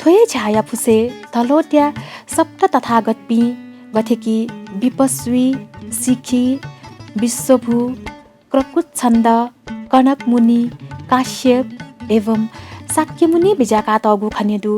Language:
Newari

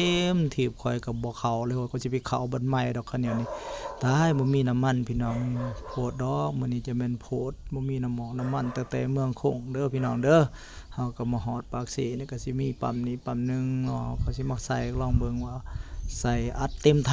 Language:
Lao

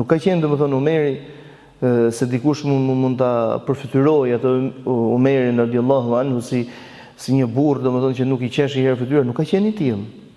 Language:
Albanian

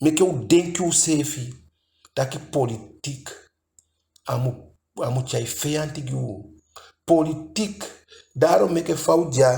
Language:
Eastern Maroon Creole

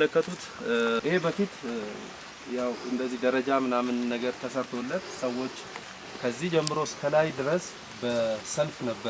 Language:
Amharic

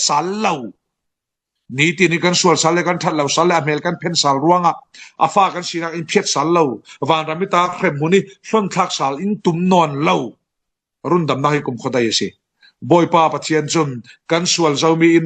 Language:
Falam Chin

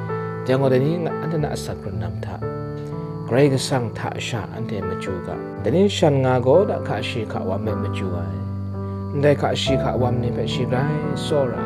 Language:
Kachin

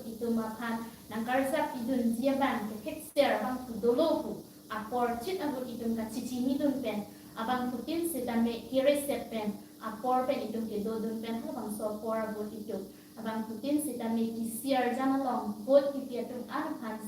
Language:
Karbi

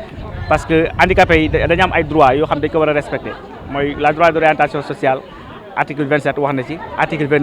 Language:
Wolof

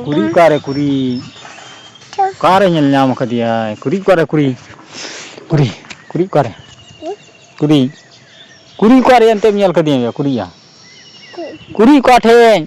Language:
Santali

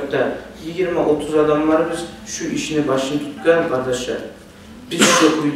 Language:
Kumyk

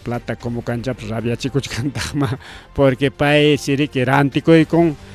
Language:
Ayacucho Quechua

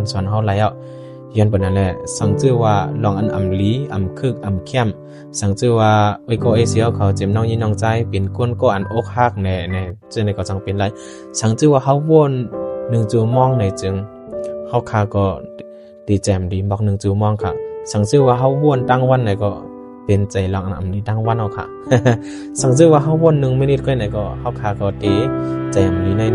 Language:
Shan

